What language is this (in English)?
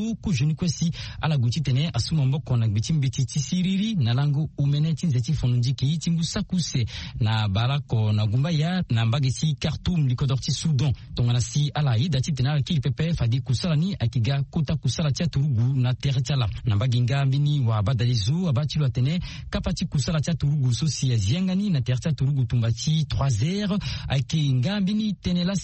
Sango